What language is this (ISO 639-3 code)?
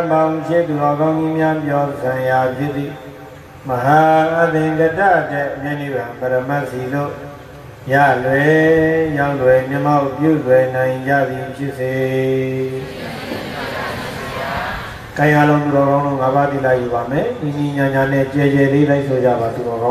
mya